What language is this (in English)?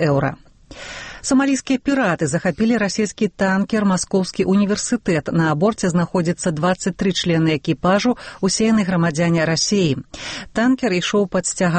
Belarusian